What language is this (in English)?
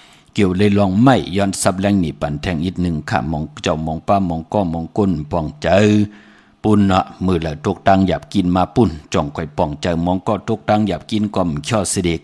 Shan